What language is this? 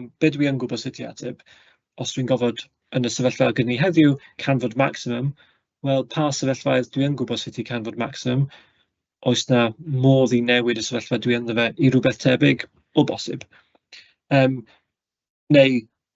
Welsh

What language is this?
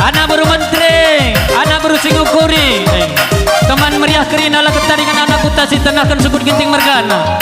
Batak Karo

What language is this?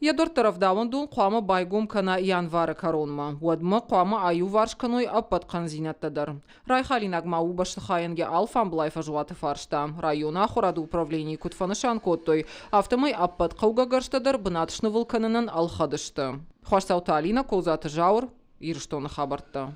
Ossetic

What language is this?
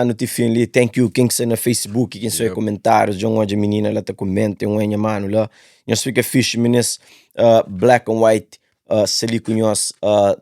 Kabuverdianu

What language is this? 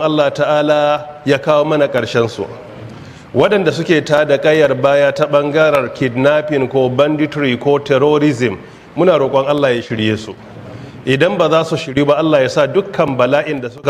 Hausa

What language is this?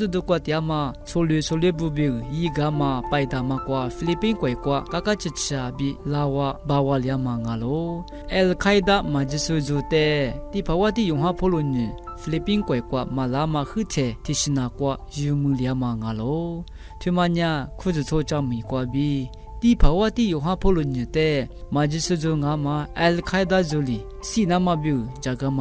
Lisu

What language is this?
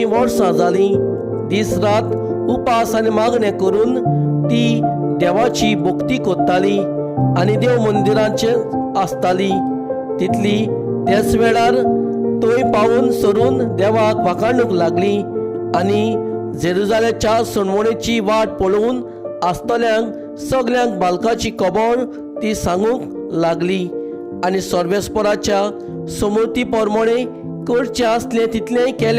Konkani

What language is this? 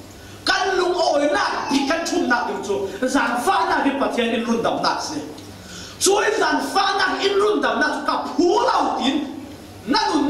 Falam Chin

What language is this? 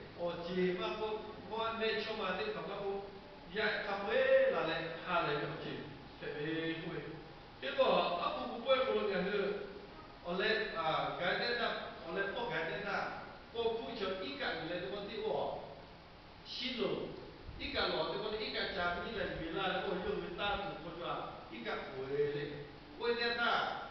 Lahu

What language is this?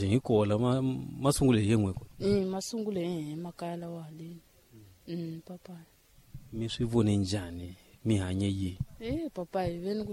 Tsonga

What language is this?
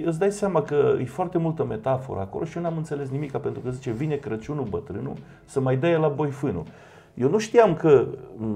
Romanian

